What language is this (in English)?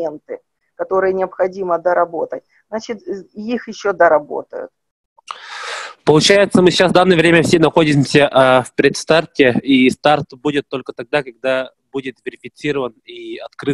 Russian